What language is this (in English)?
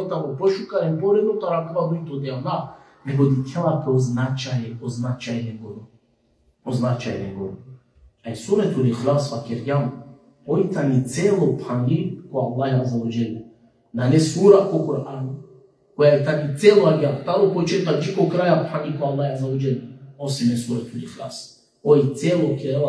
Balkan Romani